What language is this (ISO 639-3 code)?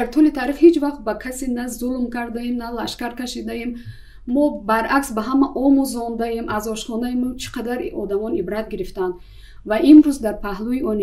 tgk